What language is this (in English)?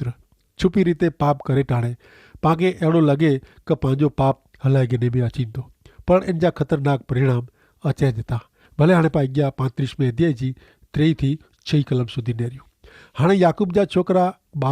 Kachhi